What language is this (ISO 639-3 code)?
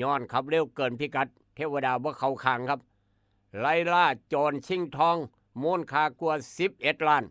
tts